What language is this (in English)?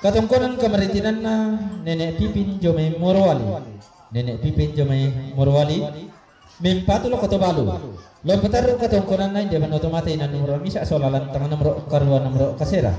Toraja-Sa'dan